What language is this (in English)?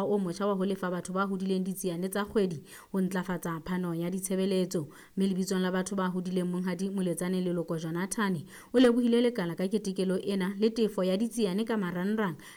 Southern Sotho